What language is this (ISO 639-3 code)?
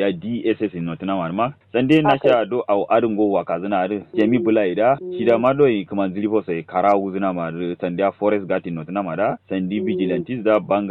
kau